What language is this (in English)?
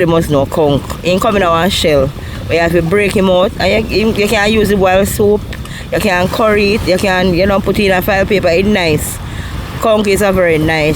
Jamaican Creole English